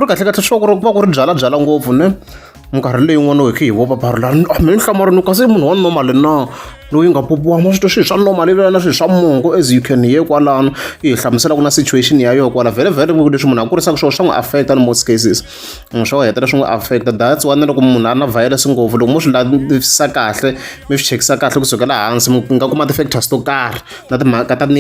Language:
Tsonga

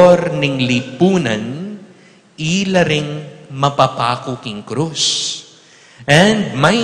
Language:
Pampanga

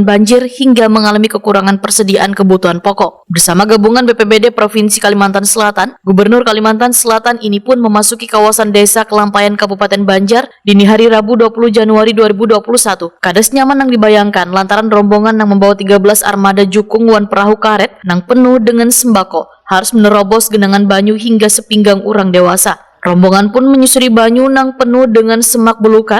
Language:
Banjar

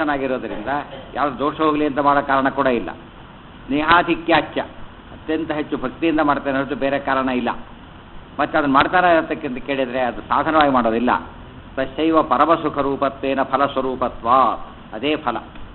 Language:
Kannada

